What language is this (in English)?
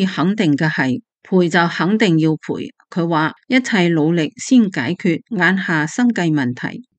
Cantonese